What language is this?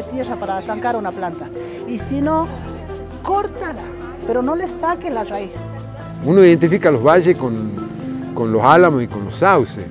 Spanish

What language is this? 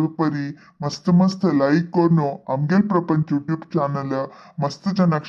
Konkani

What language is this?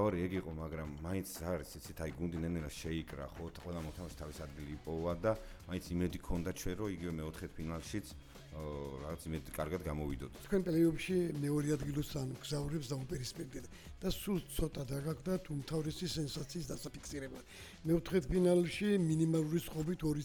Georgian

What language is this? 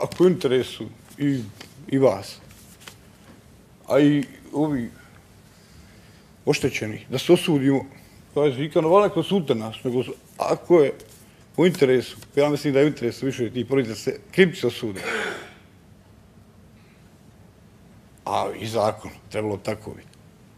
Bosnian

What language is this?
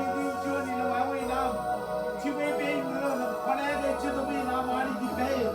Marshallese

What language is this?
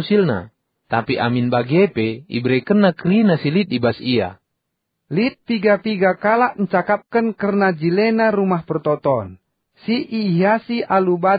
Batak Karo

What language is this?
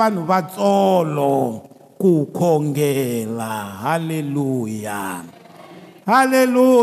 Tsonga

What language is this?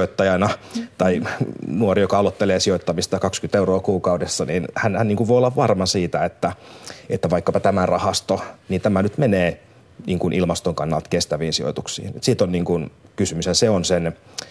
Finnish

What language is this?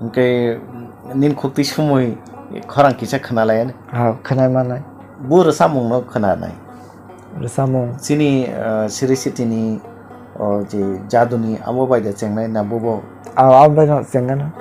Kok Borok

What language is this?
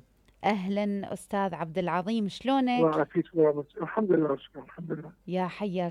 Mesopotamian Arabic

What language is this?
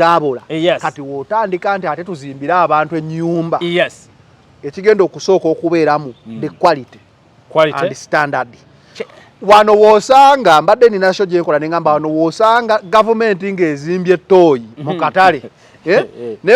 Ganda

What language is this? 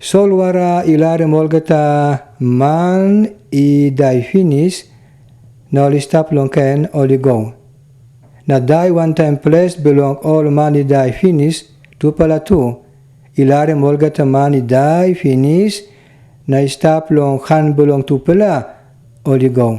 Tok Pisin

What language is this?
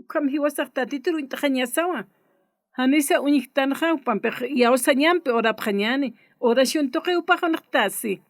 Aymara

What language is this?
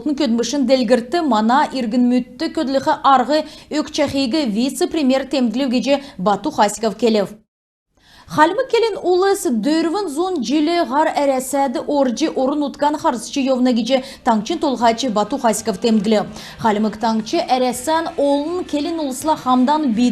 Kalmyk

